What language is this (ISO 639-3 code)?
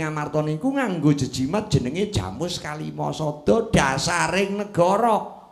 jav